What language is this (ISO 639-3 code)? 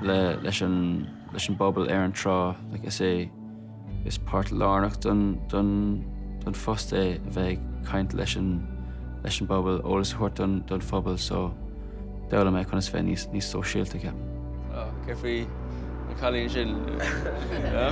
gle